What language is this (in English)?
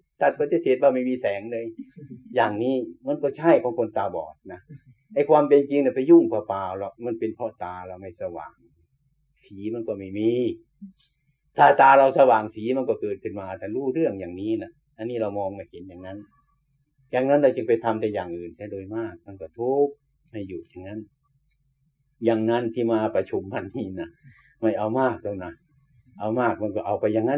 Thai